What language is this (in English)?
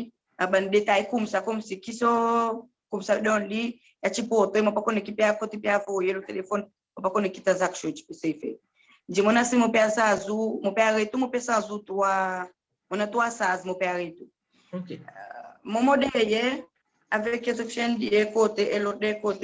Seselwa Creole French